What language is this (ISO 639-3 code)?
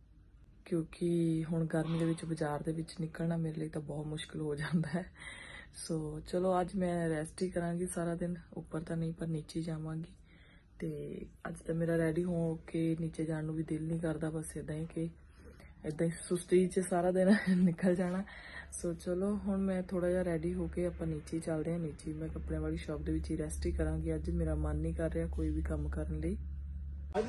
pan